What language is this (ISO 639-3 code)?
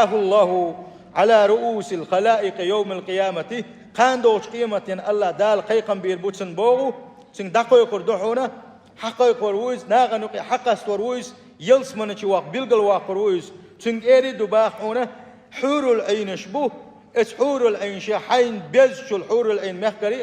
che